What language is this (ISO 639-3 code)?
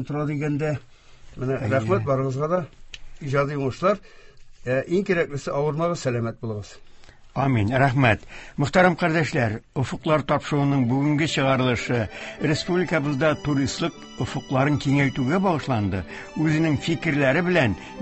tat